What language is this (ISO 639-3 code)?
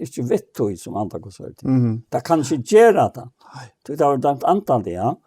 fao